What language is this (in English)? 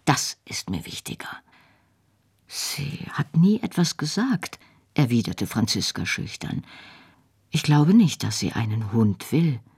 German